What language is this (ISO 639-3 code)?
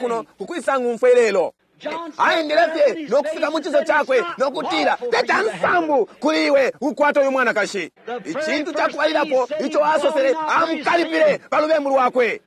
bem